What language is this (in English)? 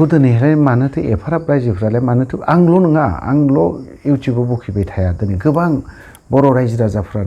Bodo